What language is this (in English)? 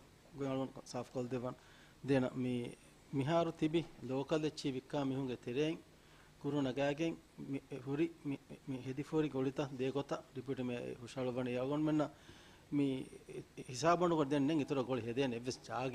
Divehi